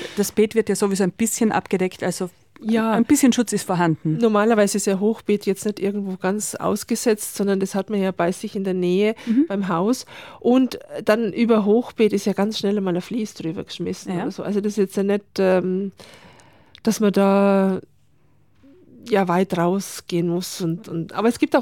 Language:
German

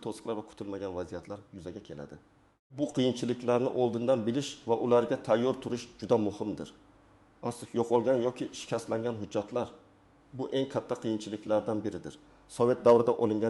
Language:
Uzbek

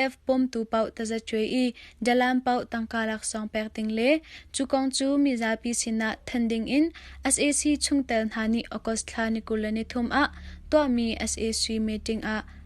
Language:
Hakha Chin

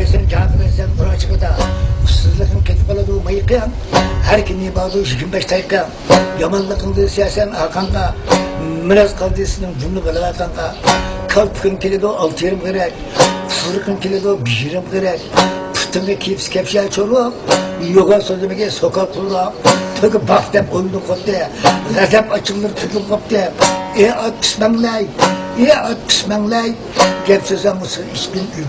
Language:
Uyghur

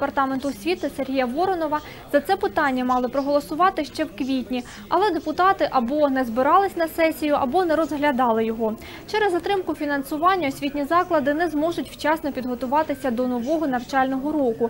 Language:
Ukrainian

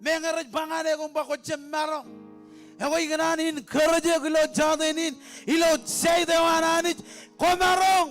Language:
Marshallese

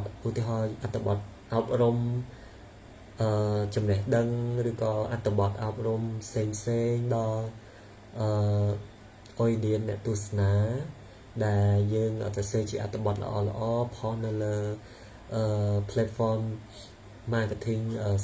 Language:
Khmer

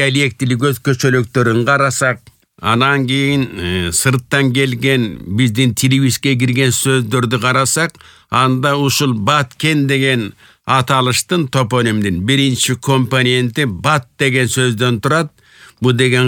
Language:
Kyrgyz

